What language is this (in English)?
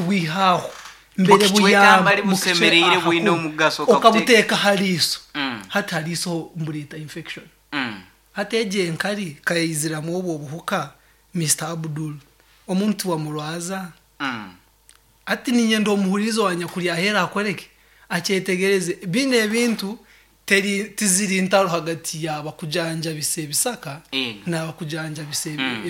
Nyoro